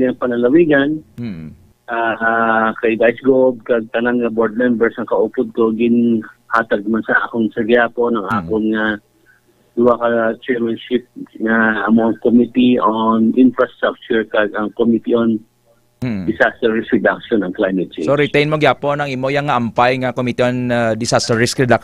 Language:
Hiligaynon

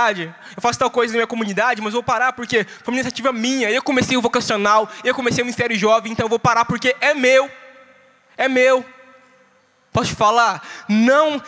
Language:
Portuguese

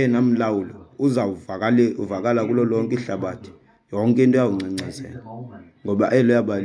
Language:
Xhosa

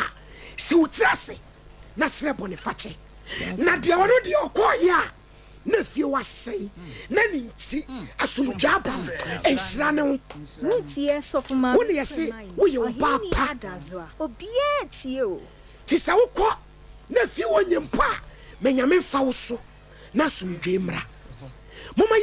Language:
Akan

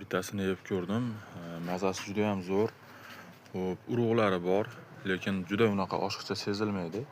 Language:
Uzbek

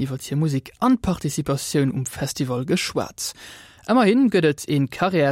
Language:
Luxembourgish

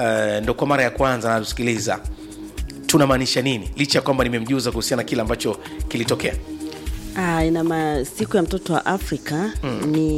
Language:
Swahili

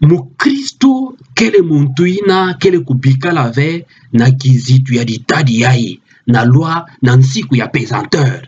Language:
Kituba (Democratic Republic of Congo)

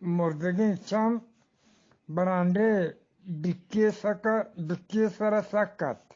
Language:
Eastern Balochi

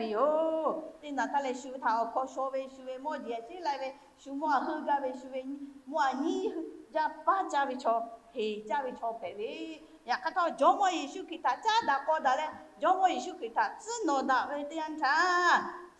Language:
Lahu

